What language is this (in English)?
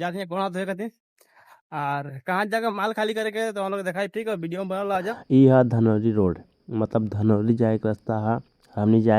Bhojpuri